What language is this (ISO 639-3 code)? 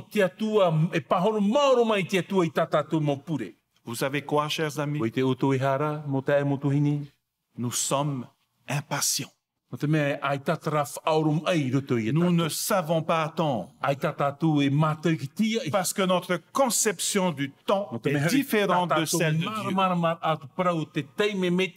tah